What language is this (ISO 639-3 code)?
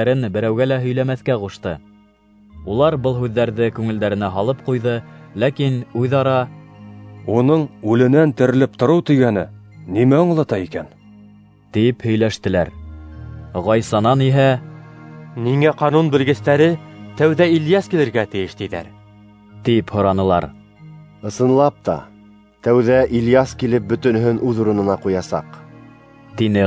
bak